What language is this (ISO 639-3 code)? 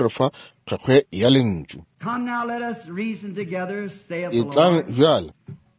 nso